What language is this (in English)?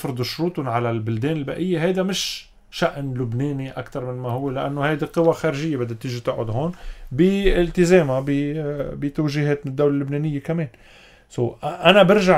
North Levantine Arabic